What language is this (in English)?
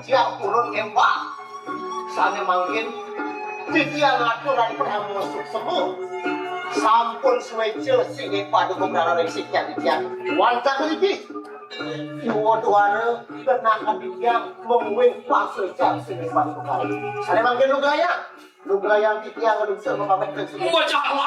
Balinese